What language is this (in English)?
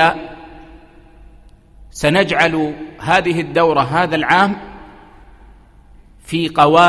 Arabic